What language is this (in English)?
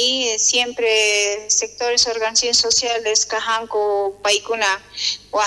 South Bolivian Quechua